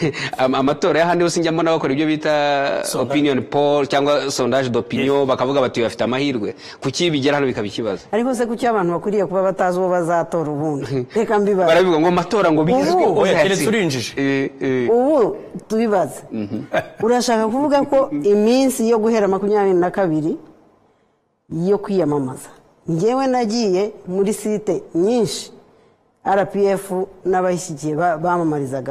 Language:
Kinyarwanda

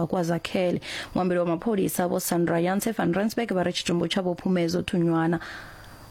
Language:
Venda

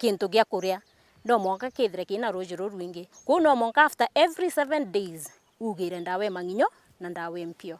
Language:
Meru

